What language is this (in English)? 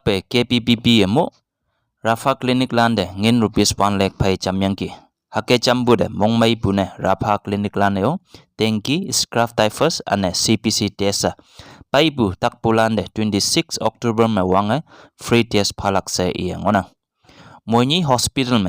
Konyak Naga